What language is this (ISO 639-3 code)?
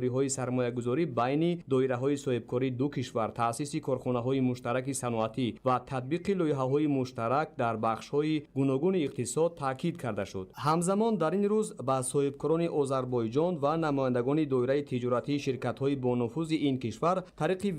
tgk